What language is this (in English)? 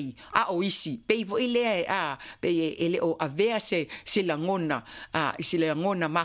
Samoan